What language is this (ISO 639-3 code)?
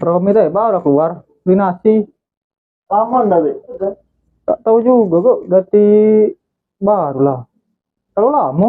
mui